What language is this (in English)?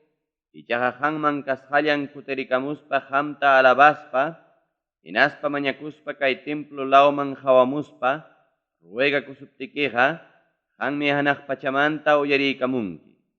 Ayacucho Quechua